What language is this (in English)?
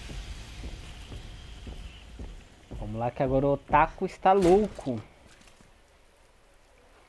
Portuguese